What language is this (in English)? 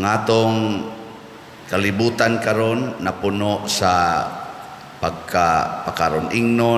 Cebuano